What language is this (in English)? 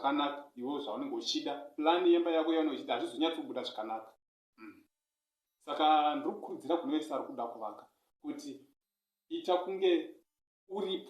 Shona